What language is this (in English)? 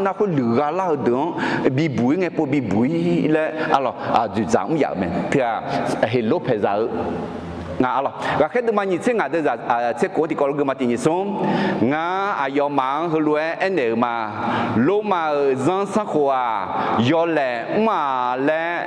Akha